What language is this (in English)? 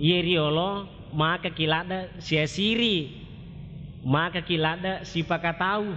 Buginese